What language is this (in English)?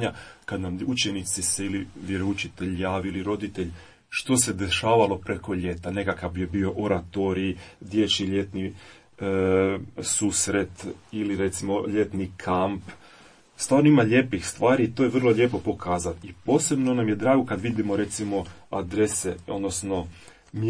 Croatian